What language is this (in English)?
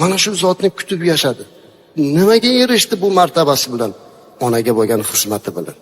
Uzbek